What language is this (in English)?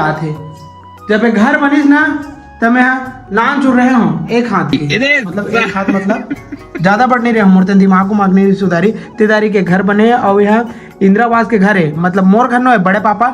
Chhattisgarhi